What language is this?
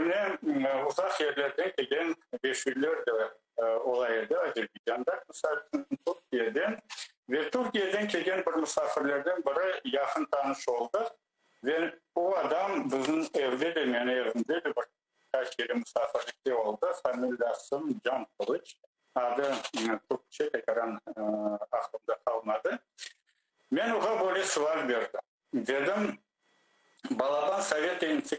Crimean Tatar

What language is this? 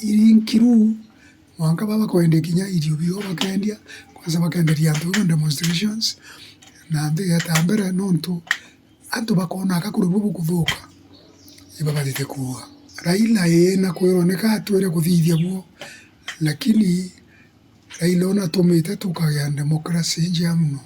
Meru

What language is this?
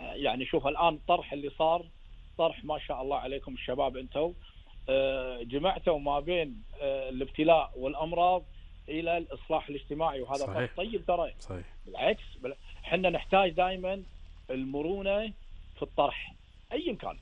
Gulf Arabic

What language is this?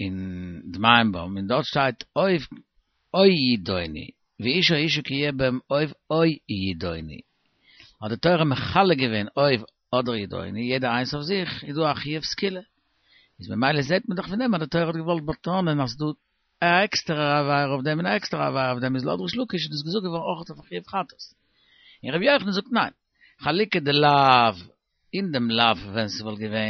Yiddish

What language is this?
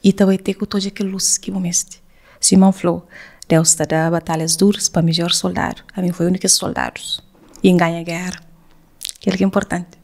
Kabuverdianu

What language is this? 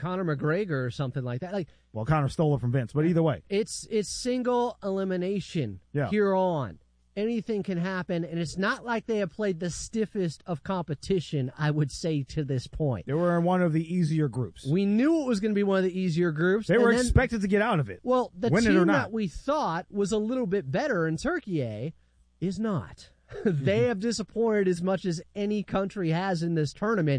English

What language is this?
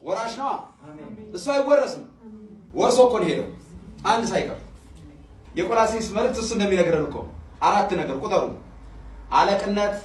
Amharic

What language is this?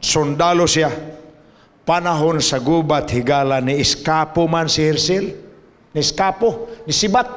Cebuano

